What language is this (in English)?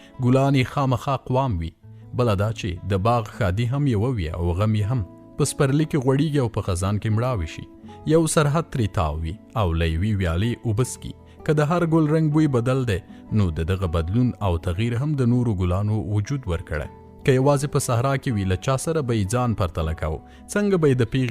Pashto